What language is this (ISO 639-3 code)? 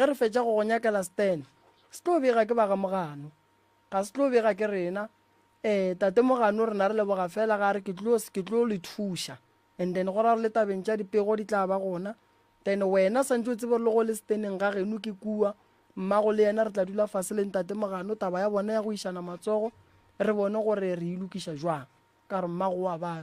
nso